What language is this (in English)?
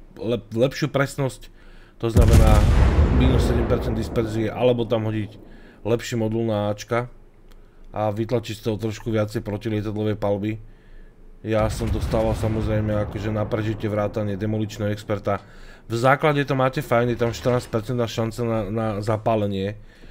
Slovak